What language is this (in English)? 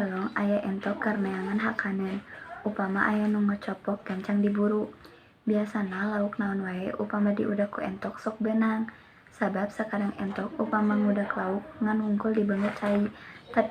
Sundanese